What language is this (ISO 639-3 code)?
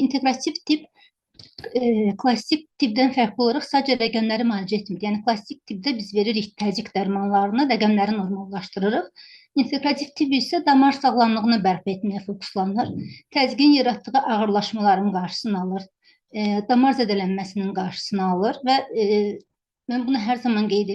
aze